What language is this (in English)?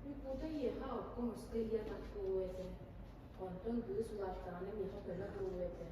Yakut